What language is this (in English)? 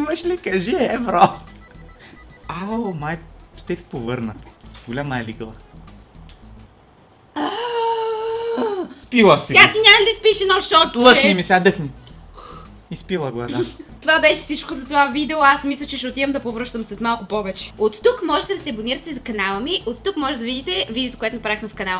Bulgarian